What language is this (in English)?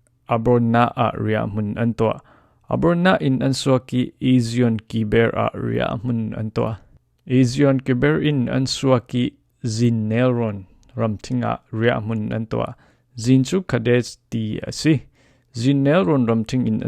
Falam Chin